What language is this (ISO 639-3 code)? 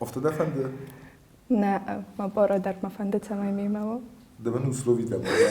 oss